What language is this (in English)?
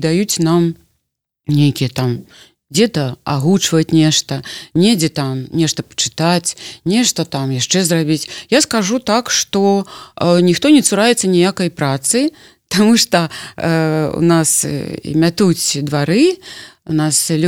Belarusian